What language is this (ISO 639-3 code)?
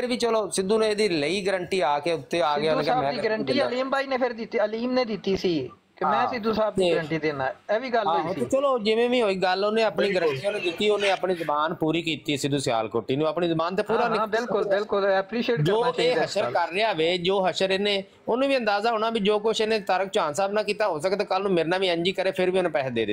pan